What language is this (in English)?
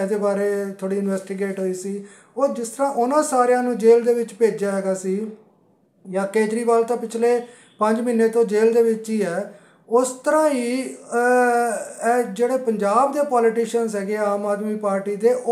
Punjabi